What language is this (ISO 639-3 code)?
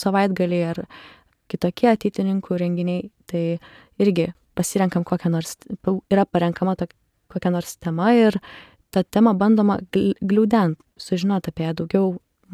lit